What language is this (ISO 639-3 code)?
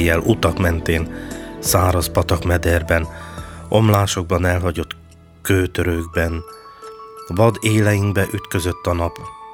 hun